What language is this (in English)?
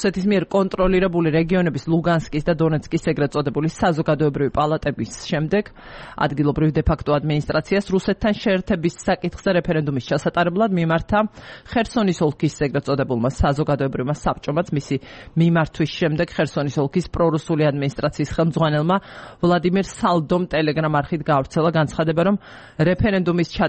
Georgian